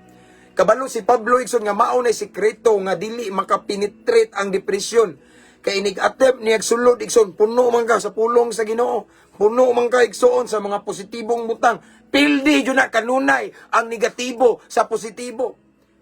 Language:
Cebuano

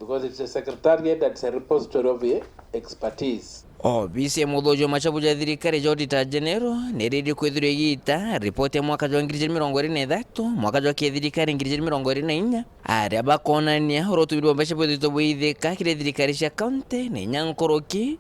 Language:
Meru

